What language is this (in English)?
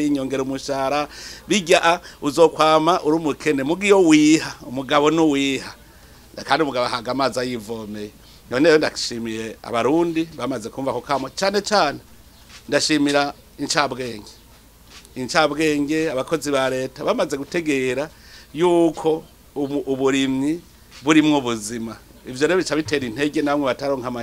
Rundi